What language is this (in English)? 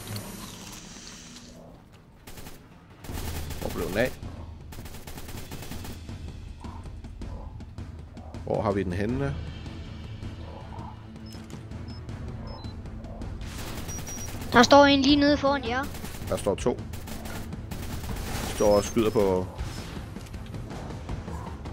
Danish